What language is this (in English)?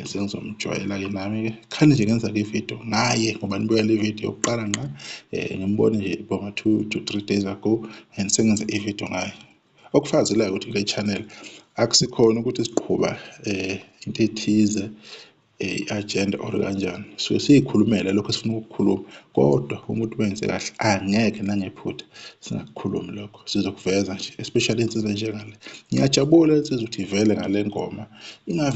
Zulu